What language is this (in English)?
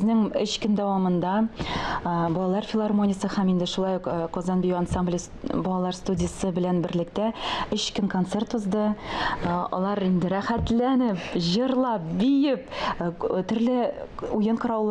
Tatar